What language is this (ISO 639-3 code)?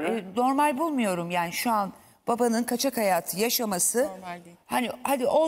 tur